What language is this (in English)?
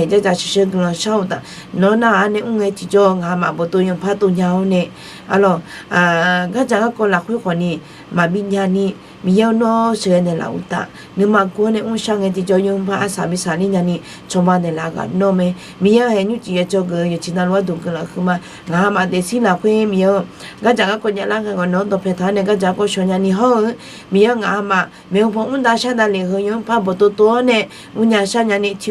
Akha